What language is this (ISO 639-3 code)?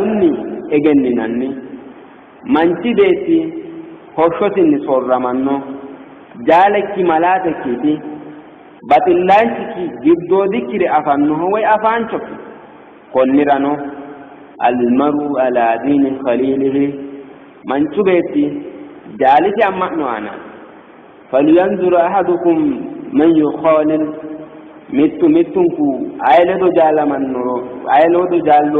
sid